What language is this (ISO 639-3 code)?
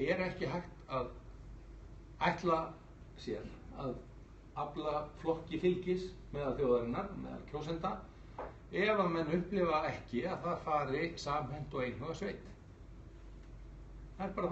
isl